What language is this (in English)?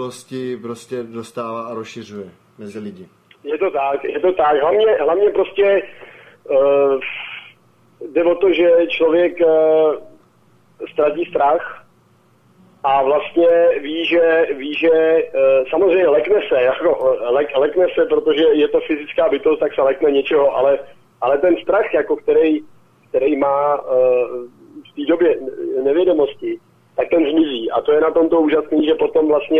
Czech